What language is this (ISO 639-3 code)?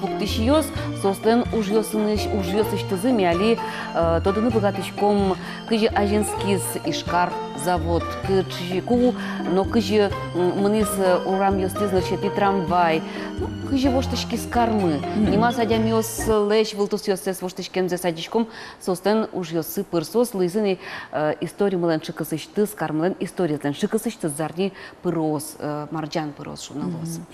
udm